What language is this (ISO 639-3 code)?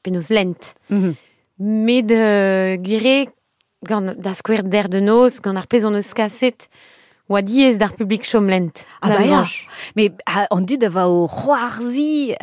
bre